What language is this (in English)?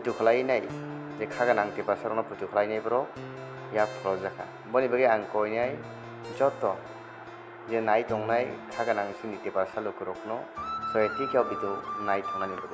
Kok Borok